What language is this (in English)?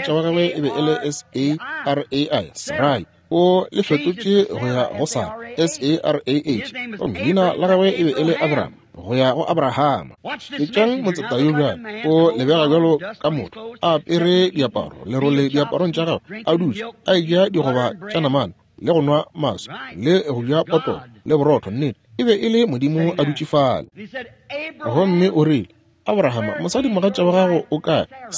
Northern Sotho